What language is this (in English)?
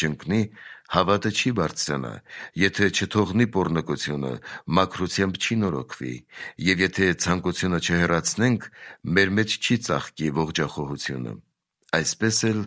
Armenian